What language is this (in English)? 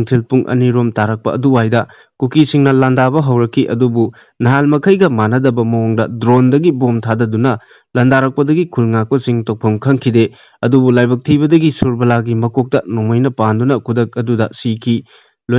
Manipuri